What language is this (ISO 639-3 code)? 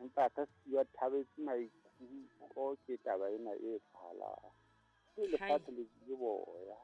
sot